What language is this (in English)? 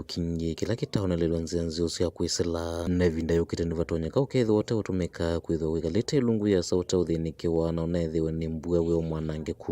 Kamba